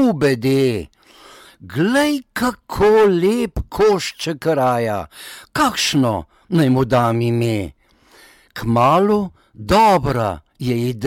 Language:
Slovenian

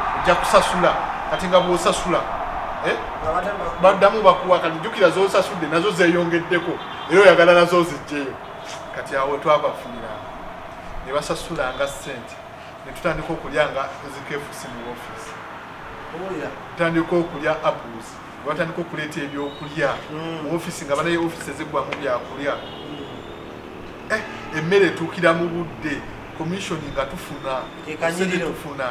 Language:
Ganda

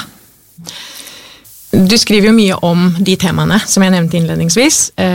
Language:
Norwegian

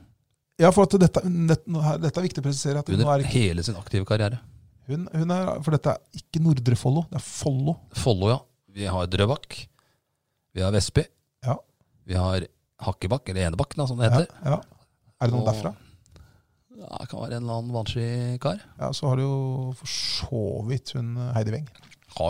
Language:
Norwegian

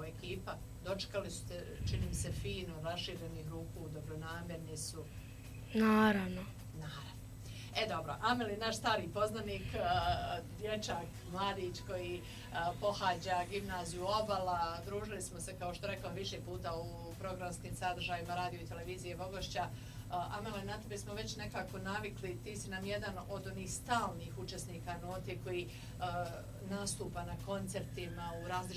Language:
Bosnian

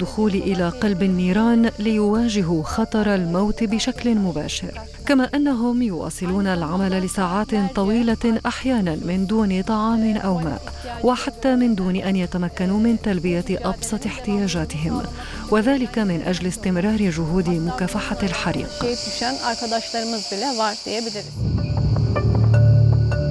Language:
Arabic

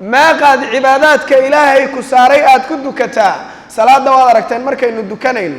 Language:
Somali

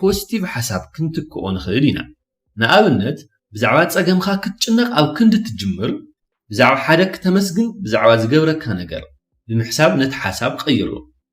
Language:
Tigrinya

